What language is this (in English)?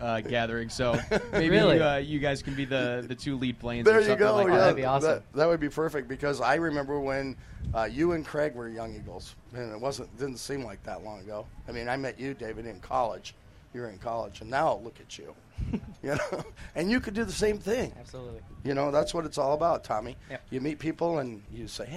English